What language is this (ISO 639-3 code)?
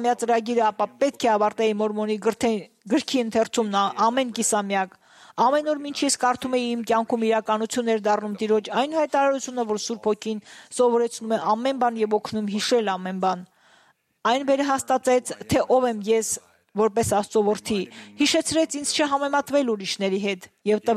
hye